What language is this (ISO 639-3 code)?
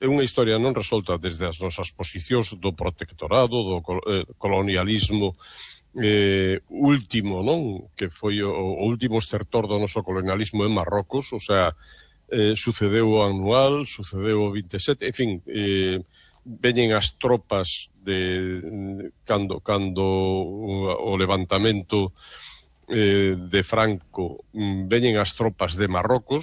glg